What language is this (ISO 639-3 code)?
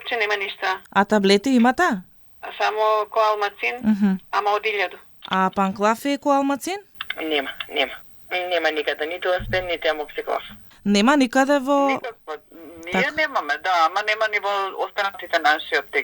mkd